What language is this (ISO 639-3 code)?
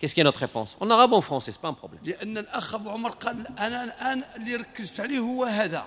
ary